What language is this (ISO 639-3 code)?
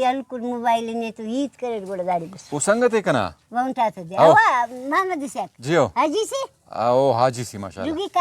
brh